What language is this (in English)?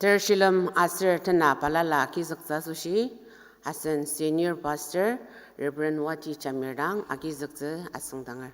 Ao Naga